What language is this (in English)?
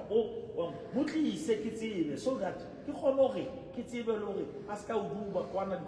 Southern Sotho